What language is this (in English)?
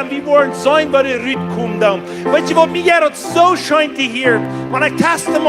Plautdietsch